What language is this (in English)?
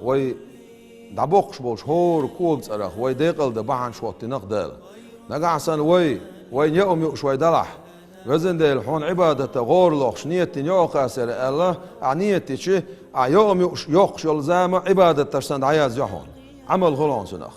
Chechen